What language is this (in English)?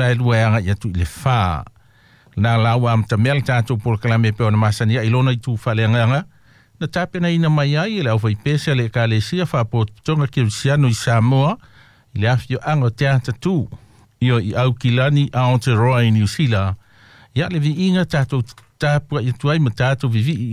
Samoan